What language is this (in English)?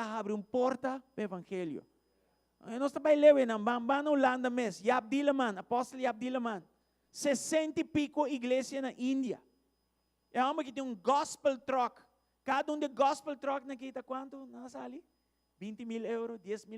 Papiamento